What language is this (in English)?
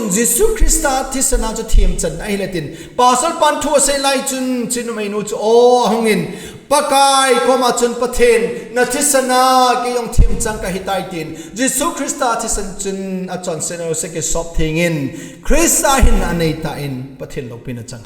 Thado Chin